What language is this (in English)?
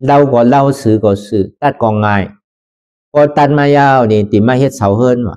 Shan